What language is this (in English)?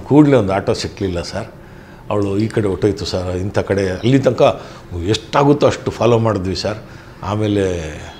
Kannada